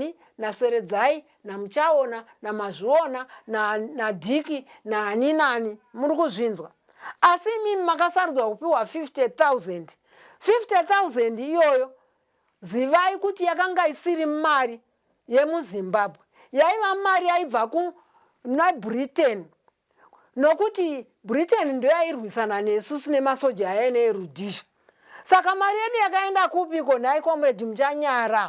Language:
Shona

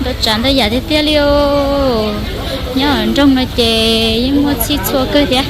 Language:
Hmong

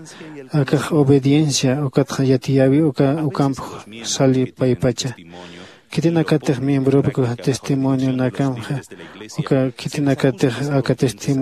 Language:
Aymara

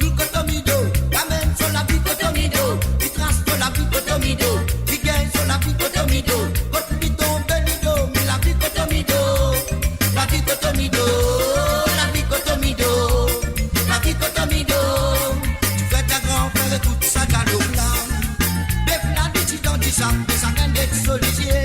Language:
Morisyen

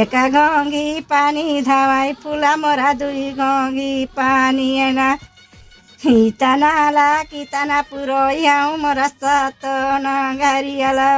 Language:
Chhattisgarhi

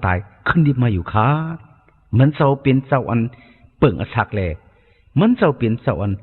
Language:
Shan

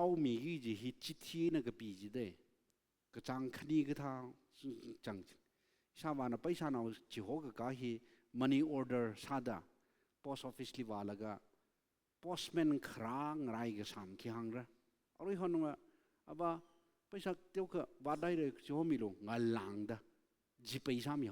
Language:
Tangkhul Naga (India)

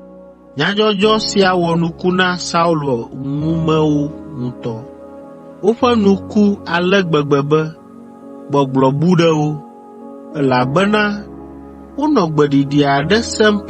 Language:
Ewe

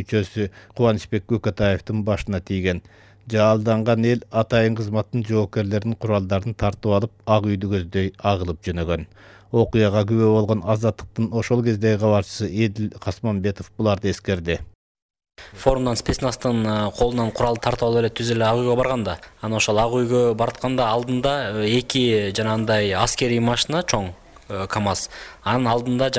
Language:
Kyrgyz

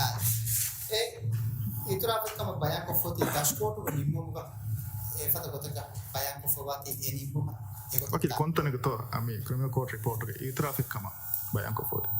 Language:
Divehi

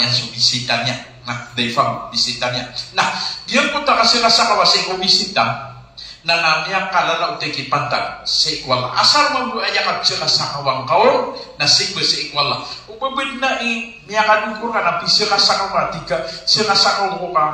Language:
Maranao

